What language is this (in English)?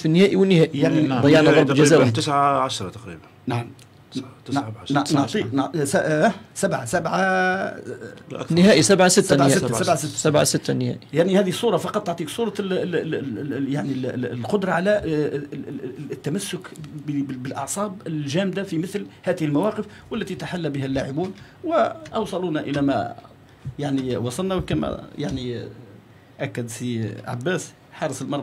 Algerian Arabic